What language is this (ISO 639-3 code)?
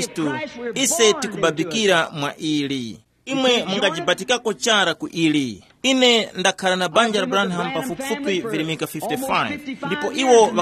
tum